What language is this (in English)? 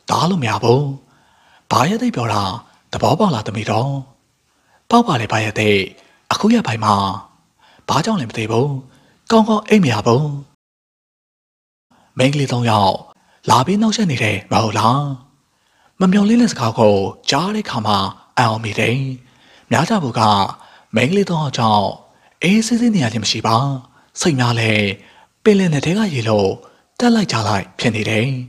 Burmese